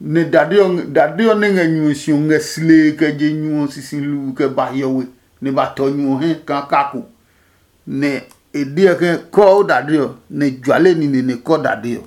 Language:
Adangme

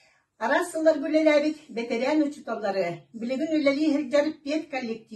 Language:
Yakut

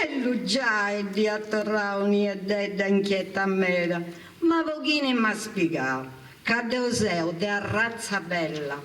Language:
Sardinian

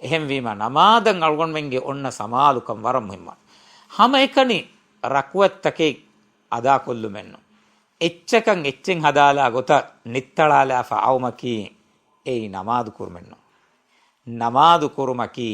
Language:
Divehi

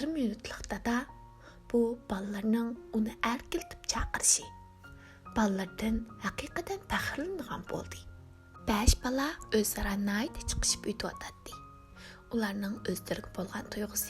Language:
Uyghur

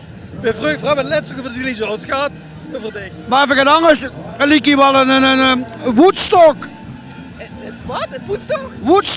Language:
Limburgish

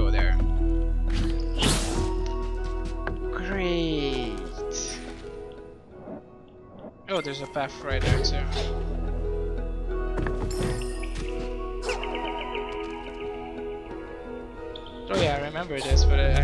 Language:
English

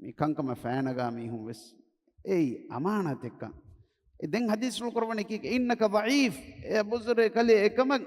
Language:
Divehi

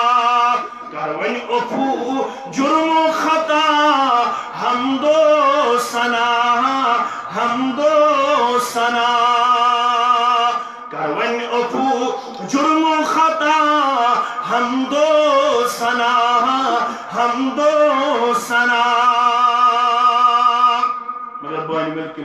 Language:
Urdu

